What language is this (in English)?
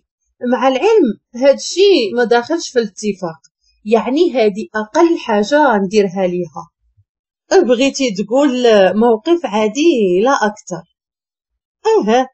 Moroccan Arabic